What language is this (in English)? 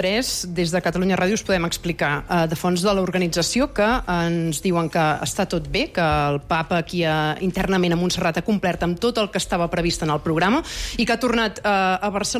Catalan